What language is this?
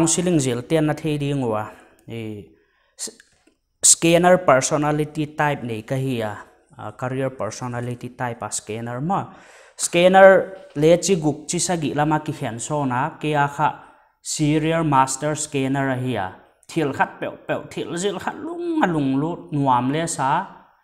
Paite Chin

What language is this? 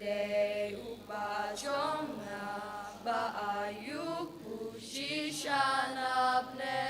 Khasi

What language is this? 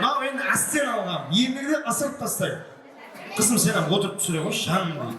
Kara-Kalpak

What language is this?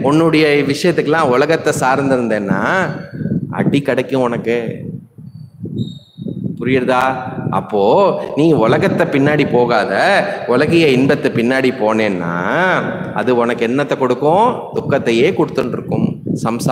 Tamil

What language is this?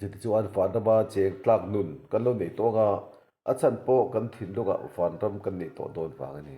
Mizo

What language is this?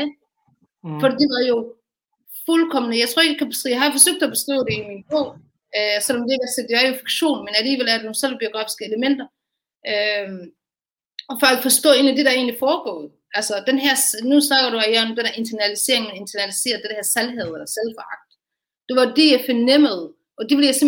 Danish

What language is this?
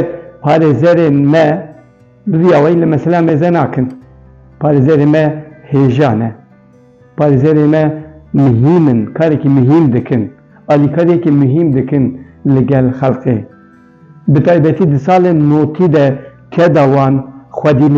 Kurdish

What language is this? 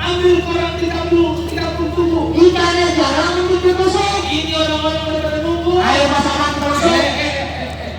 Betawi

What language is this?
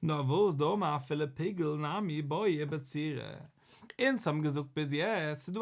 Yiddish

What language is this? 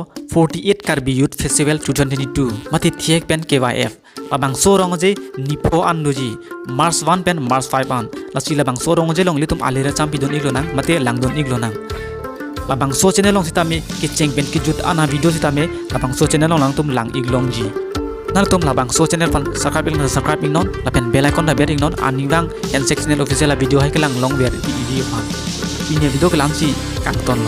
Karbi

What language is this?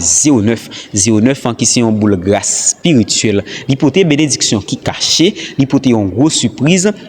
Haitian Creole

